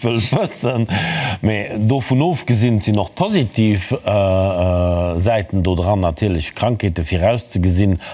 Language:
Luxembourgish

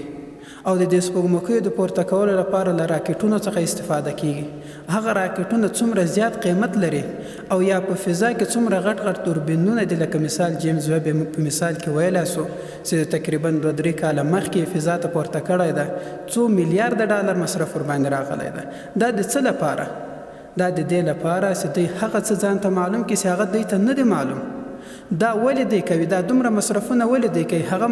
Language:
Pashto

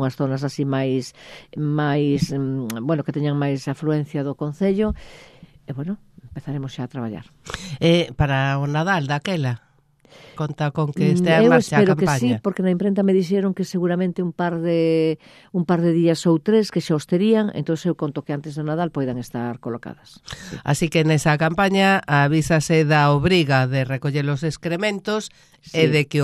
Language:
Galician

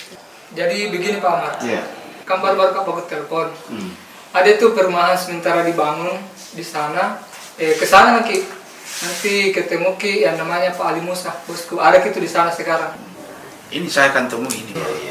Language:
Makassar Malay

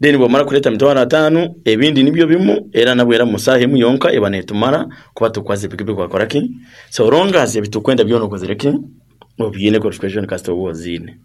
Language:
Nyankole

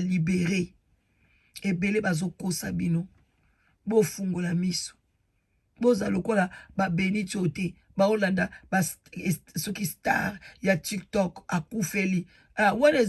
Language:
Lingala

